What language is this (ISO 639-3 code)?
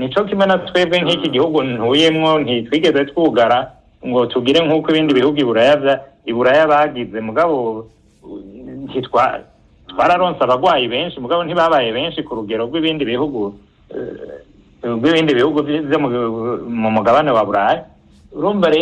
run